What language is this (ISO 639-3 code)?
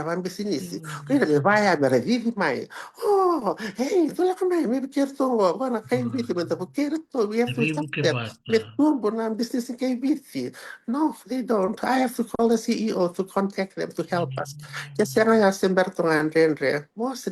fij